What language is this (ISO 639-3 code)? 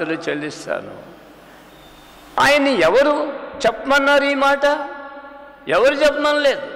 tel